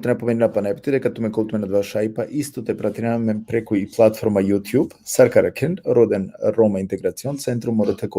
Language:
Balkan Romani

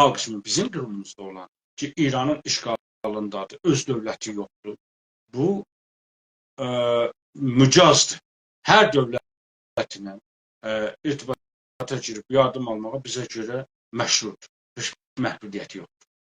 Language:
South Azerbaijani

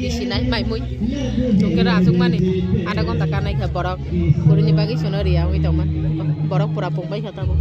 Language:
Kok Borok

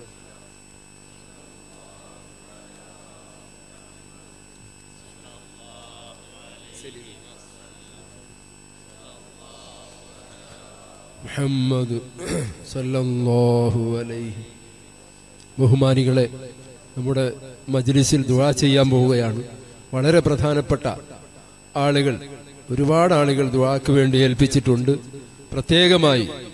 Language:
Malayalam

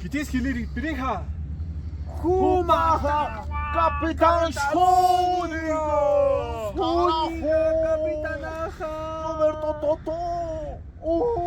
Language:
Aymara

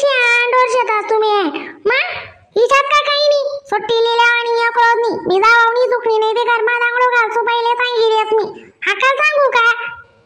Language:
Khandesi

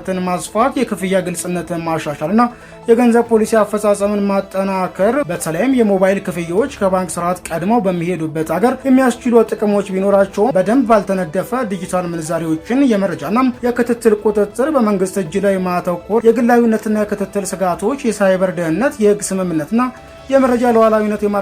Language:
Amharic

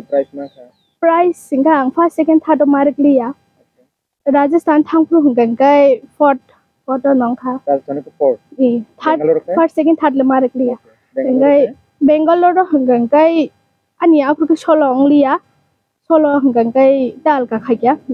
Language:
Kok Borok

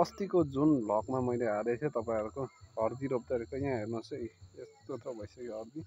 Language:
Nepali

